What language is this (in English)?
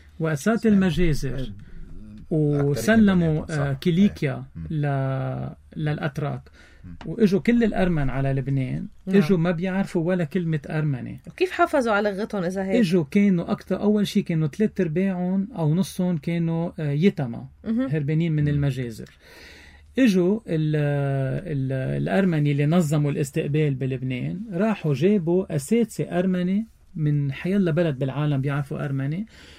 North Levantine Arabic